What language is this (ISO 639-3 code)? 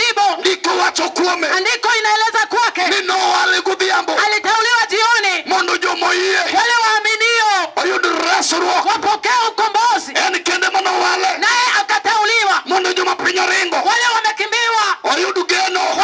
luo